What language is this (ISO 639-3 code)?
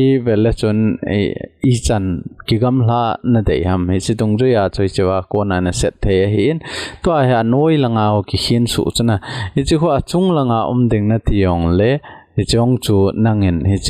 tcz